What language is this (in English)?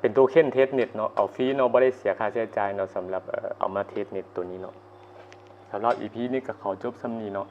Lao